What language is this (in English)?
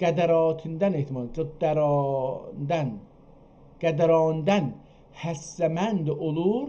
South Azerbaijani